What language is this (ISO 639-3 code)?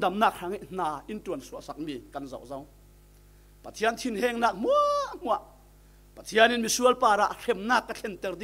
cfm